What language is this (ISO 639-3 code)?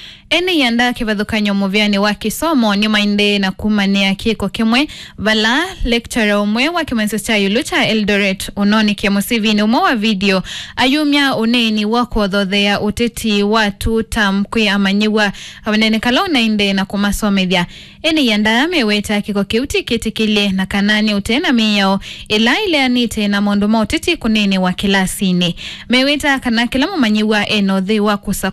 kam